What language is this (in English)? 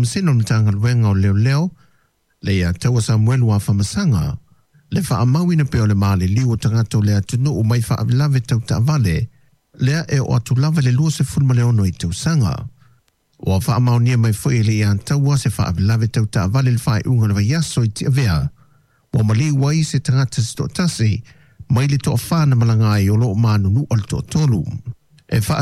Samoan